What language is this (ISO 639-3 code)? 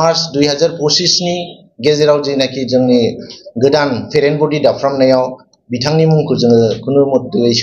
brx